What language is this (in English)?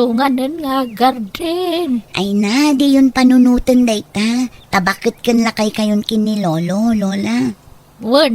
Iloko